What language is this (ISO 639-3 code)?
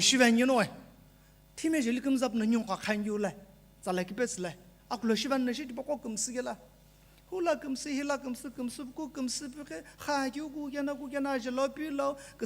nsm